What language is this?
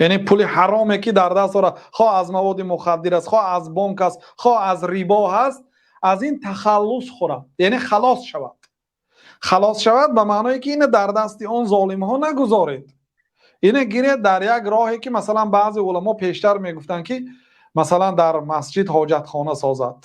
Tajik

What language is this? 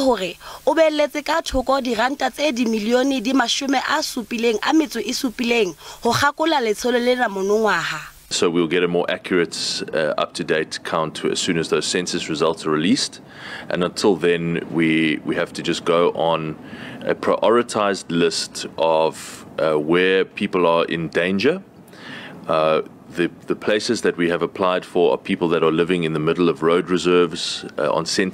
Southern Sotho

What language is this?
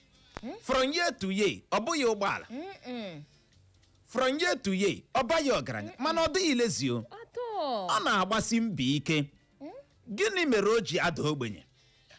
Igbo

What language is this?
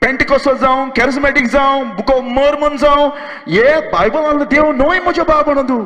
Konkani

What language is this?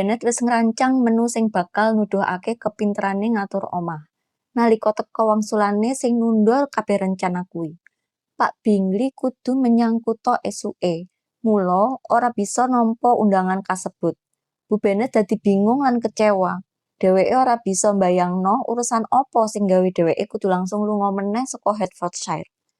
Javanese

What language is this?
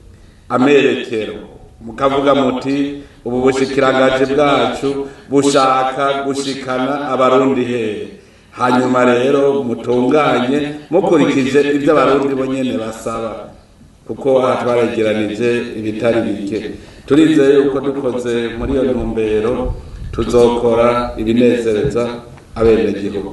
Rundi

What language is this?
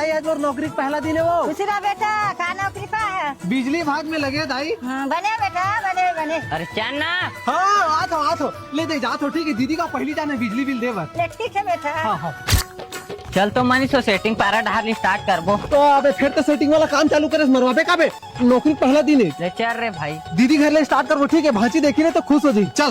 Chhattisgarhi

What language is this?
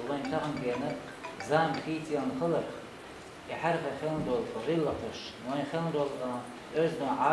Chechen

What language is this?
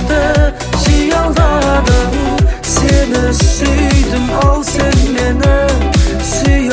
Kazakh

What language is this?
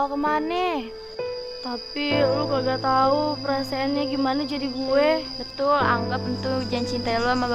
Betawi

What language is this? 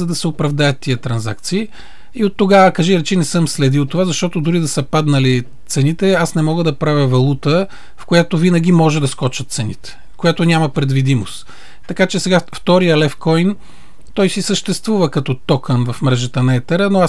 Bulgarian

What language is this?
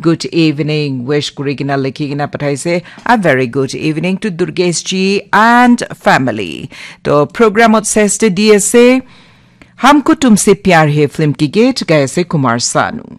Naga Pidgin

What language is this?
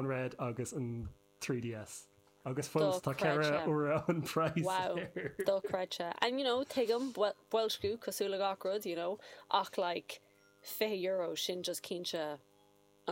Irish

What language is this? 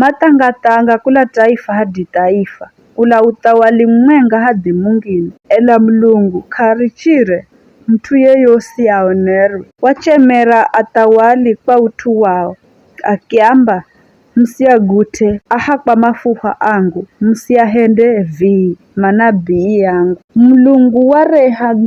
Giryama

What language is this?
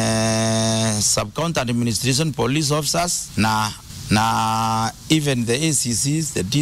Meru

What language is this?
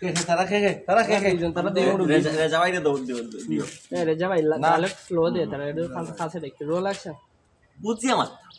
Sylheti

